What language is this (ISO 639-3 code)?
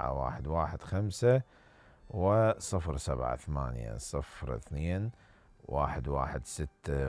acm